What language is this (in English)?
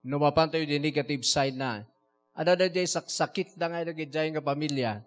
Iloko